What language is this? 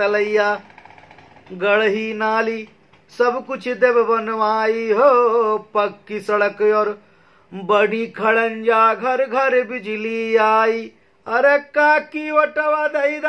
Bhojpuri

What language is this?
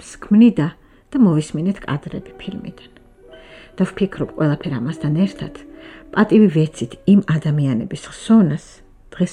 Georgian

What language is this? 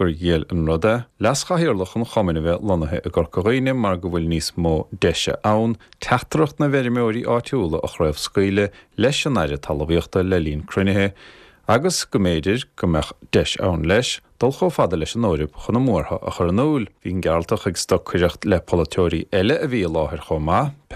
Irish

